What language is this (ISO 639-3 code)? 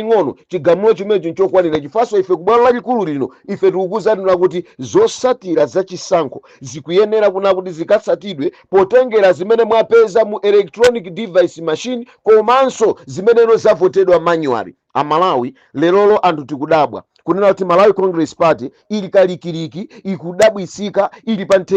nya